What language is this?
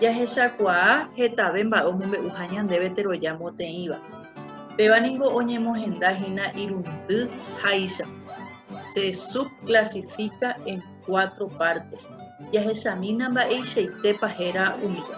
Guarani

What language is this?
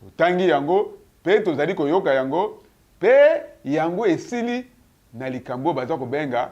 Lingala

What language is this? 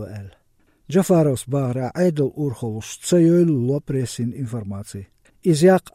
Chechen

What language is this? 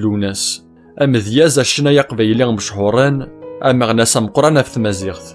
Kabyle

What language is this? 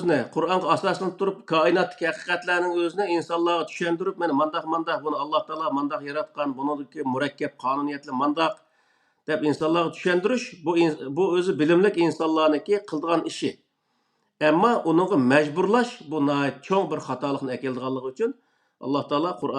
Uyghur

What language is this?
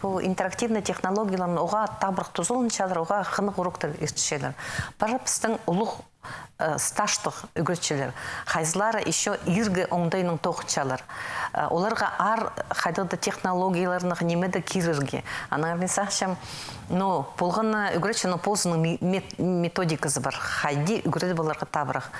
Khakas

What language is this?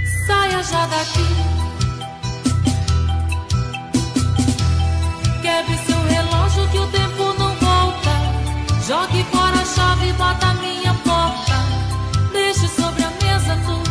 Portuguese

